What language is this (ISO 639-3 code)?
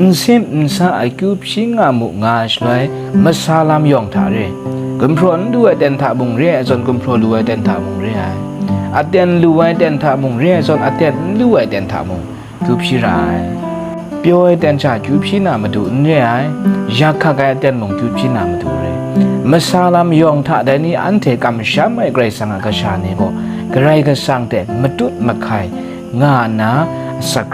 kac